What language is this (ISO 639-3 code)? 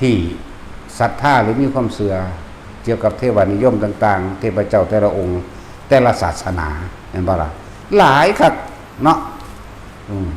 lao